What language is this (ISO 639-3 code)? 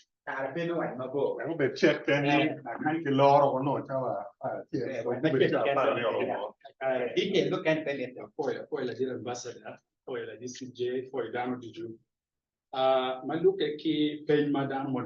ach